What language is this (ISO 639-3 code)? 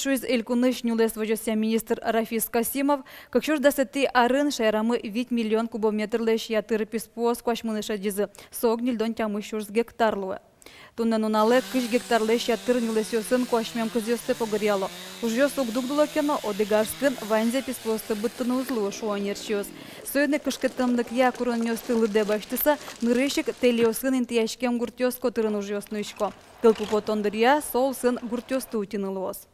udm